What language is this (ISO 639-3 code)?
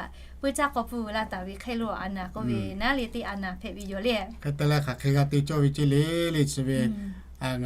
lhu